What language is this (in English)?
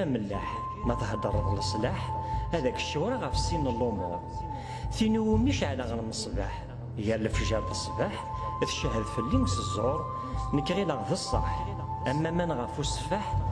Kabyle